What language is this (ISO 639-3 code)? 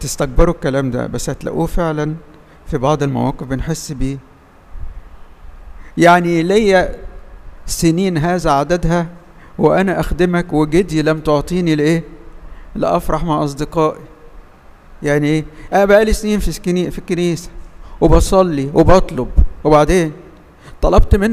arz